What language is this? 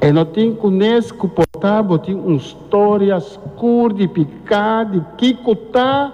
Papiamento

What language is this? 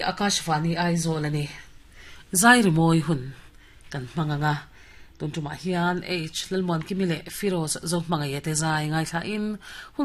Mizo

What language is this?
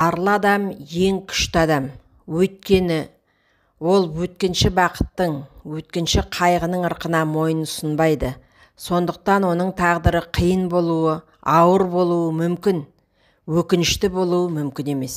Kazakh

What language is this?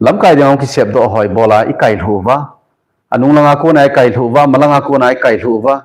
Thado Chin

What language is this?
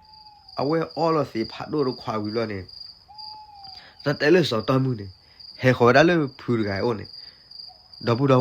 S'gaw Karen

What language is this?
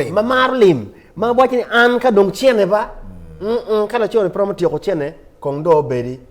Acoli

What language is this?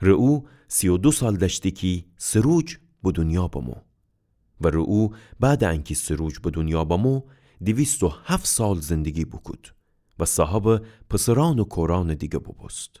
Gilaki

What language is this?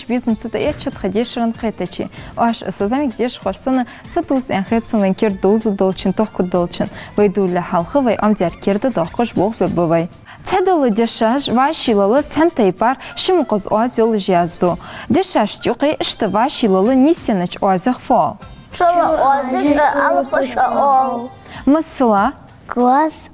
Ingush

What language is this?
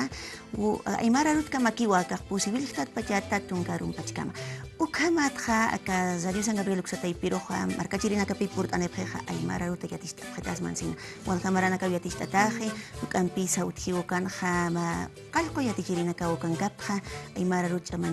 Aymara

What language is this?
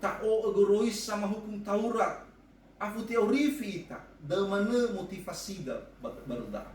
Nias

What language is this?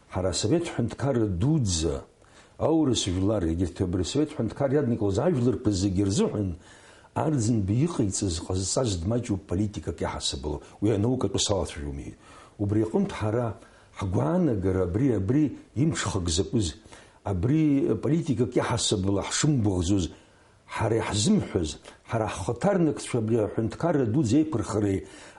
Abkhazian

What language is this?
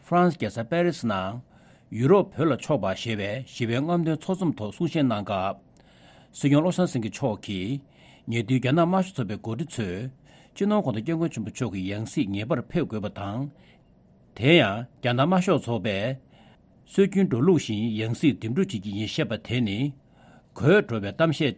Tibetan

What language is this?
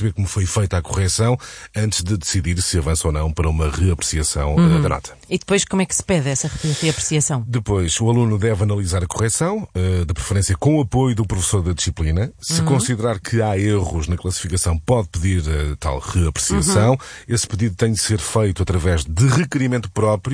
Portuguese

